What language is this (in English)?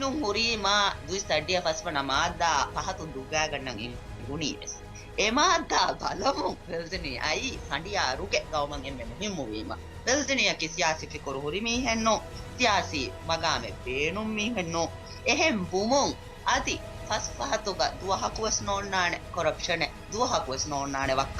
Divehi